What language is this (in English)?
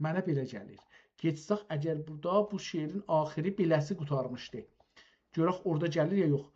South Azerbaijani